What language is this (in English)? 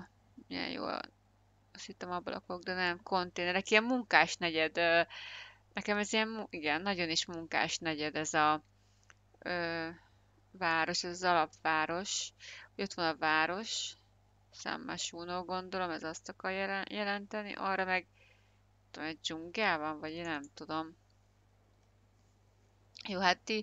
Hungarian